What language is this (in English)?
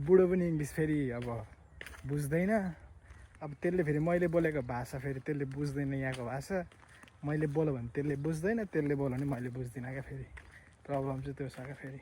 Nepali